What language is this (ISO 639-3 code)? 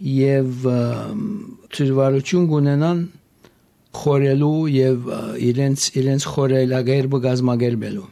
hye